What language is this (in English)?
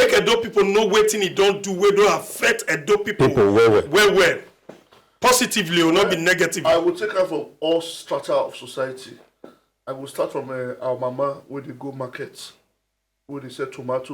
Nigerian Pidgin